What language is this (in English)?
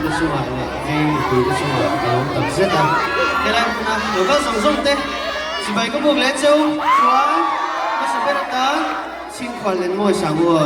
Mizo